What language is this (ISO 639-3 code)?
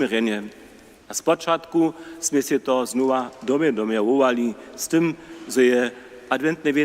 hsb